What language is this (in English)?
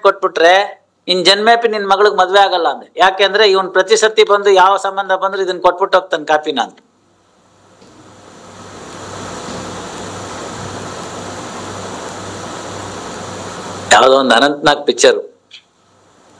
Kannada